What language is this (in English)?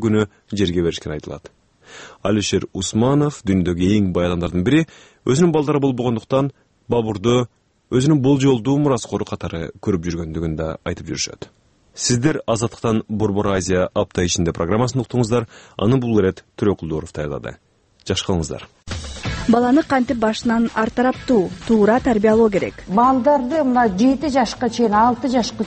Kyrgyz